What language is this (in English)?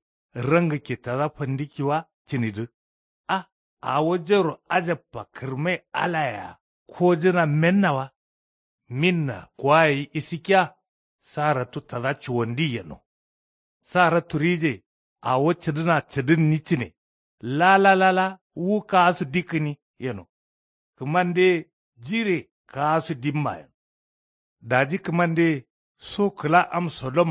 Kanuri